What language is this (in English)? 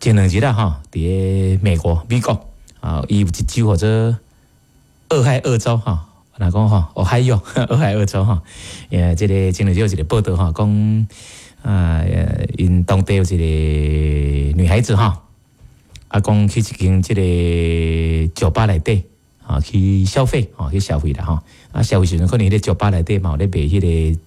Min Nan Chinese